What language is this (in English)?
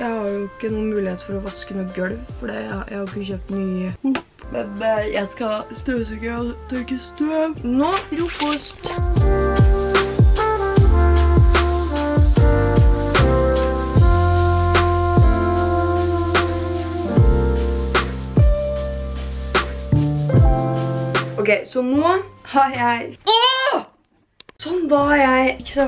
Norwegian